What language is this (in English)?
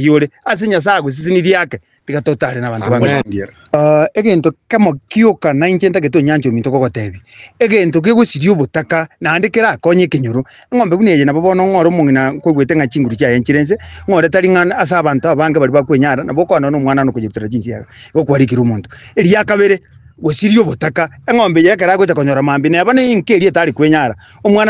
Gusii